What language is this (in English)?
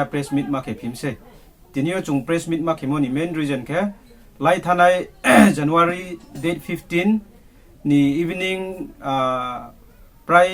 Riang (India)